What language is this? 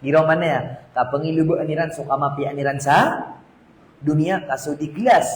Maranao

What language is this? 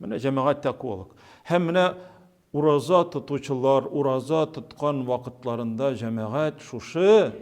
Tatar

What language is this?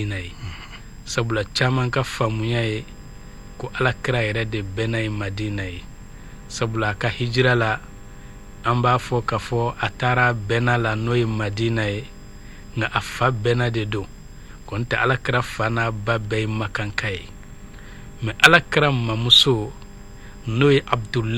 Bambara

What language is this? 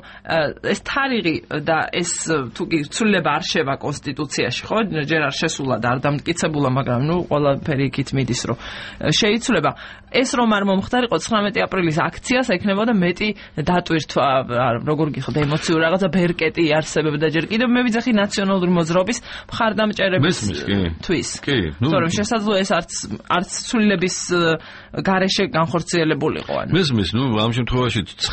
Georgian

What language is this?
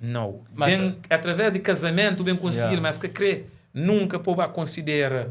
Kabuverdianu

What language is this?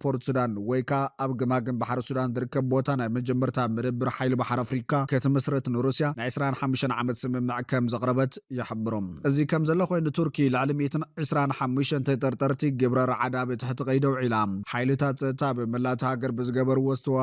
Tigrinya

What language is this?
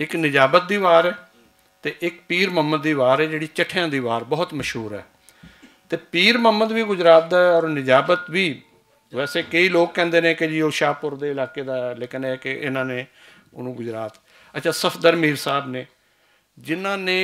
Western Panjabi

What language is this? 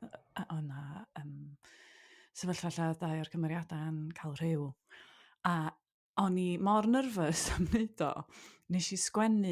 Welsh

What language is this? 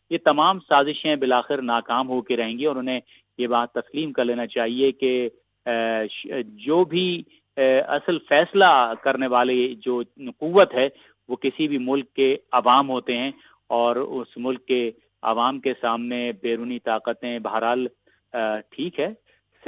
Urdu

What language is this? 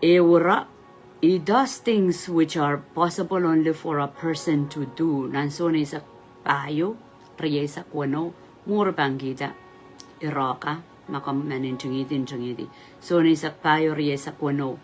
Pohnpeian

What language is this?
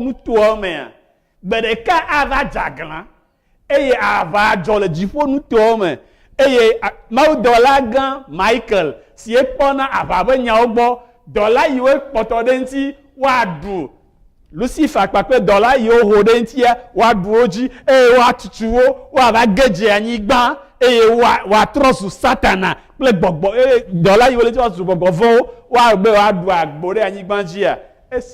Ewe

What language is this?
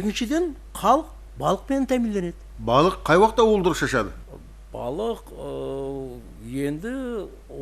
Kara-Kalpak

